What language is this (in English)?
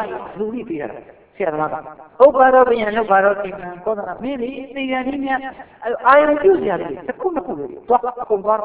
Burmese